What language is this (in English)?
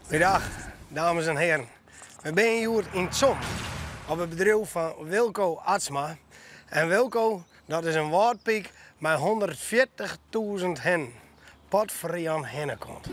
Western Frisian